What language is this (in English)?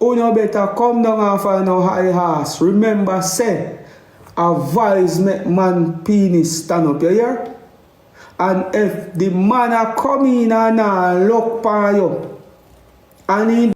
Jamaican Creole English